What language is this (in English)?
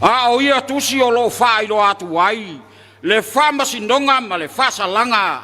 Samoan